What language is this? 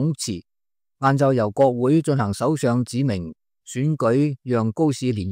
Cantonese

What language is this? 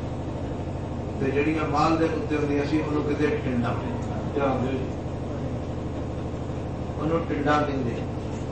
Punjabi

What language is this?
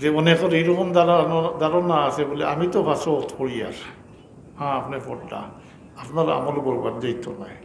Sylheti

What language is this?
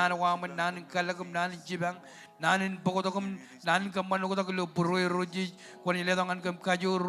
Marshallese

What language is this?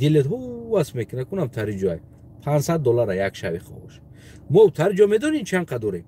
Tajik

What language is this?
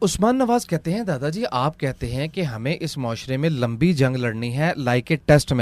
Urdu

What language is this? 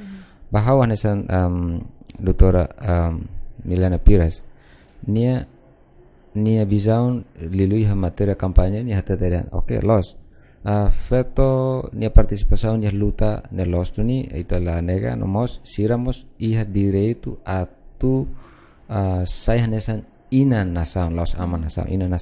Tetum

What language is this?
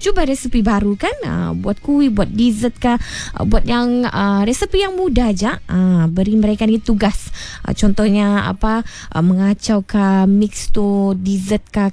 Malay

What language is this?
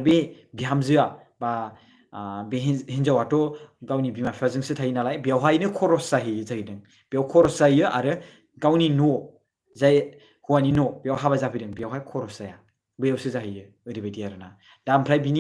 Bodo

